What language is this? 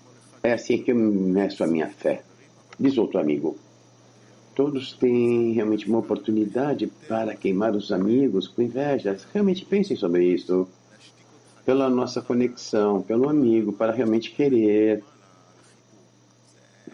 Portuguese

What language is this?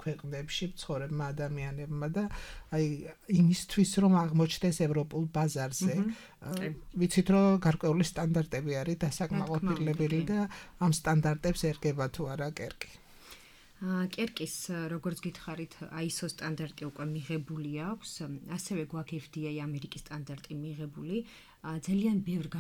Georgian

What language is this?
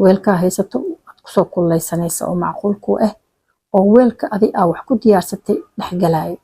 Somali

